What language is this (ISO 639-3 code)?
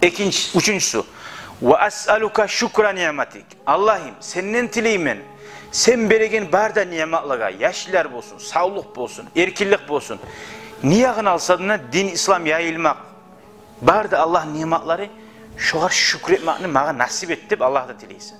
kum